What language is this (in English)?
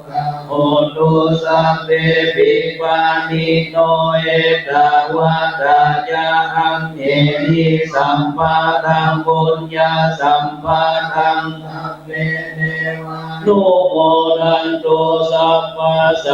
Pali